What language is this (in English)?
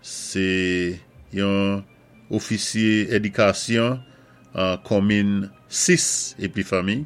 Saint Lucian Creole French